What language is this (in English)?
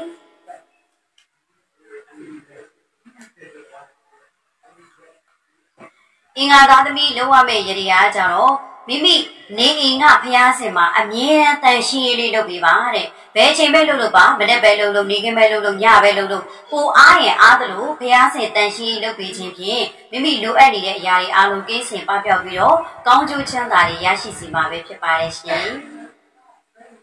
Burmese